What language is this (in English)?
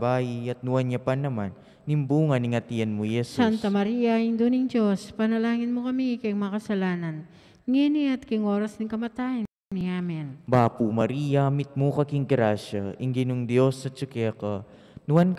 Pampanga